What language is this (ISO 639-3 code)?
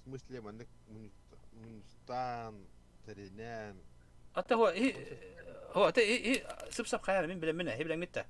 sah